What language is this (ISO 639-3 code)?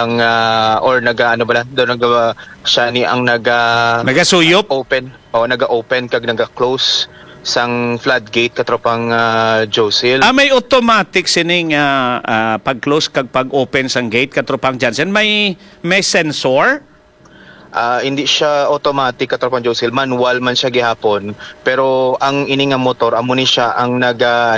hil